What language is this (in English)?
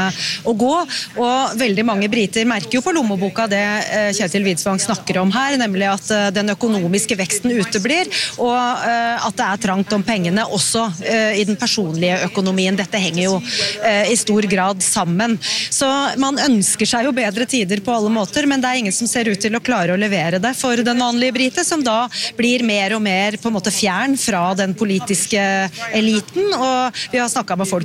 Norwegian